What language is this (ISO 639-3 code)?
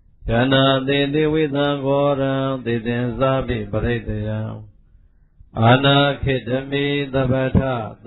mya